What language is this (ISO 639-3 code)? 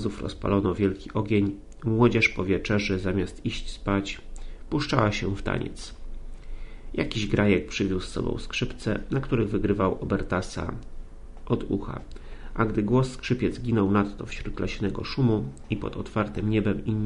pol